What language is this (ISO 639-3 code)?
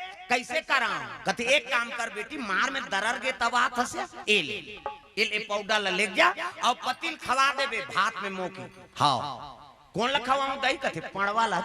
hne